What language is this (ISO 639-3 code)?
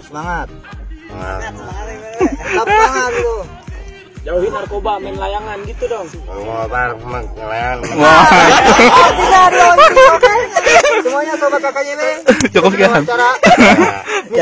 bew